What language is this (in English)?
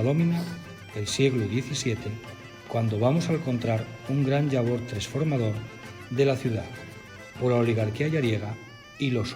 Asturian